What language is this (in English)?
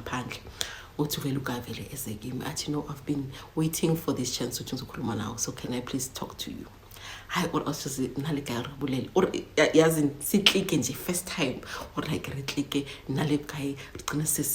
Zulu